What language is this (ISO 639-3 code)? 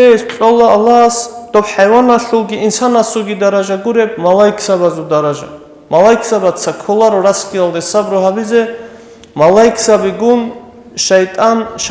ava